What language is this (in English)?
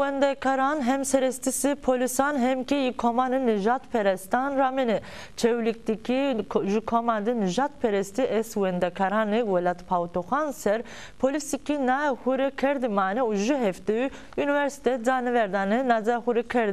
Zaza